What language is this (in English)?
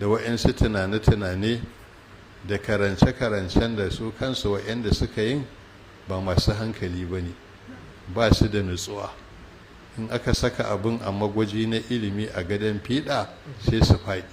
Hausa